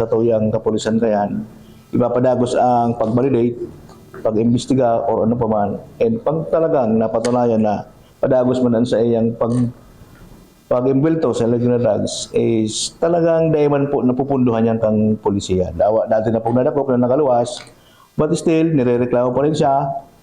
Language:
Bikol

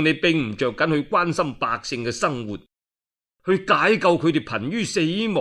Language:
Cantonese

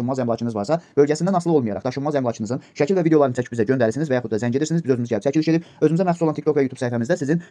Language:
Azerbaijani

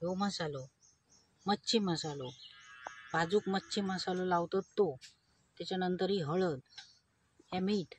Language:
Konkani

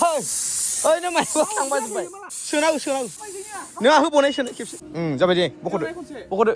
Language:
Bodo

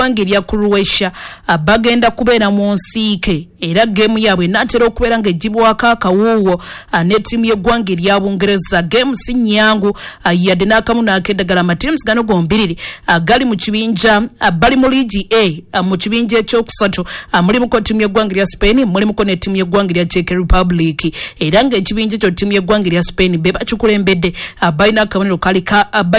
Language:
Ganda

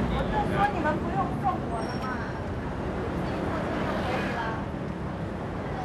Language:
Chinese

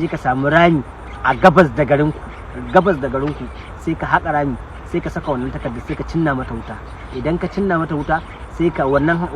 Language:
Hausa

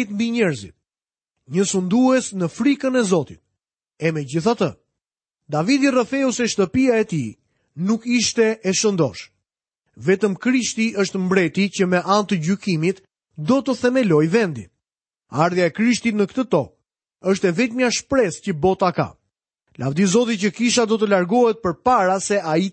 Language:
Albanian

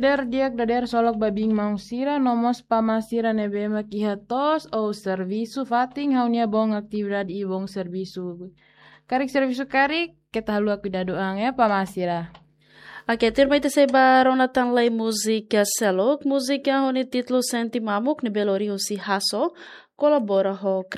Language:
Tetum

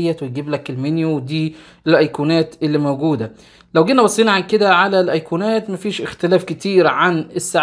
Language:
Egyptian Arabic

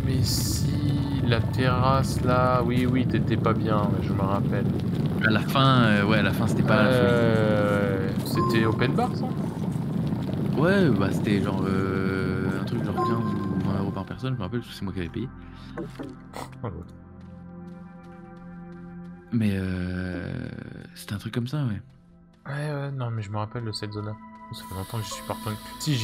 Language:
French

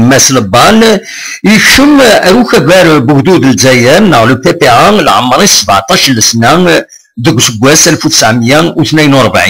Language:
Kabyle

